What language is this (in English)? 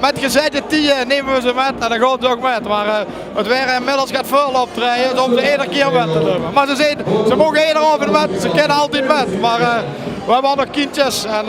Limburgish